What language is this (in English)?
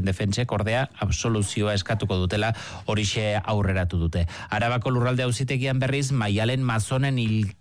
Basque